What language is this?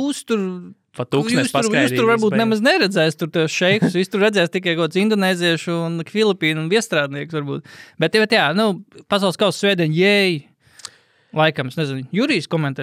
Latvian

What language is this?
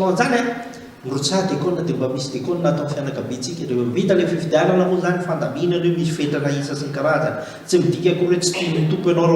Malagasy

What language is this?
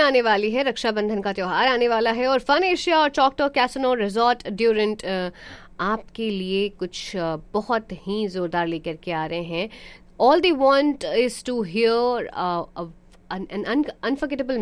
Hindi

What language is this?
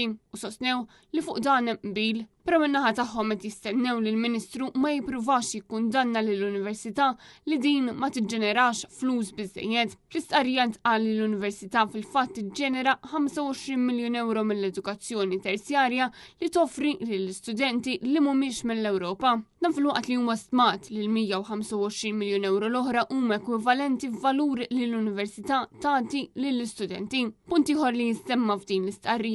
Maltese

